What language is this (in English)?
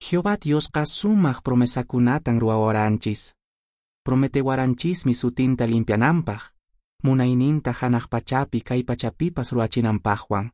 Quechua